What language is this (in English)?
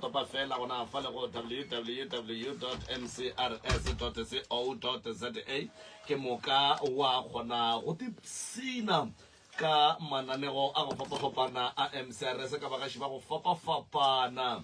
Northern Sotho